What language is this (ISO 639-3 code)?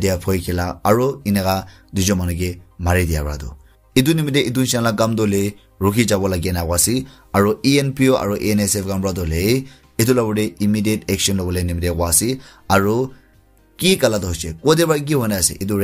nag